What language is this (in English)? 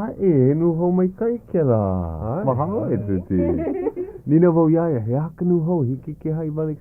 Hawaiian